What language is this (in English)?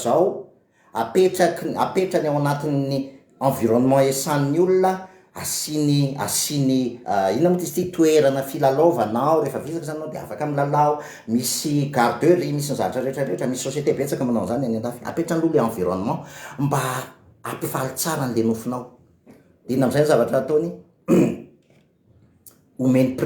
Malagasy